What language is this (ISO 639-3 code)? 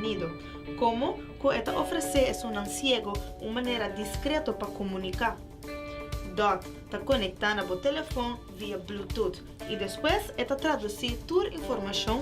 pap